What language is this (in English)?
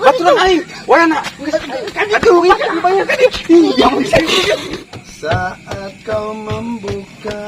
Sundanese